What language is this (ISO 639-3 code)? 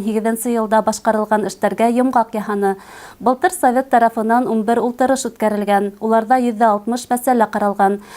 bak